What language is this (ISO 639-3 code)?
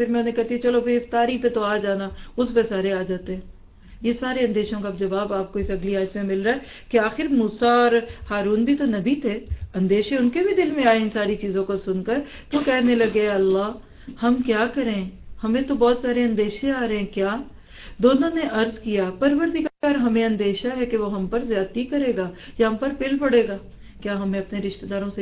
urd